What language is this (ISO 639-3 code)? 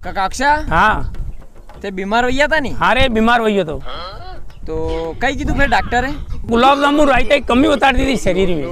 raj